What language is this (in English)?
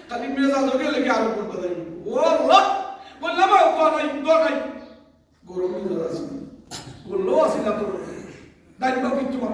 Sylheti